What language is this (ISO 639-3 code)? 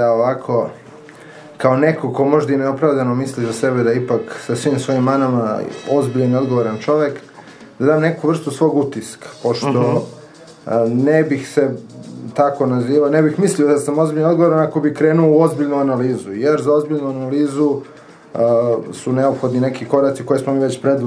srp